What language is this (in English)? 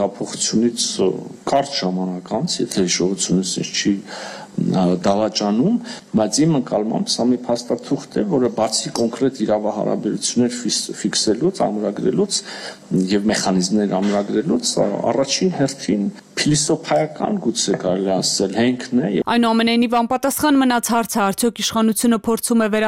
Armenian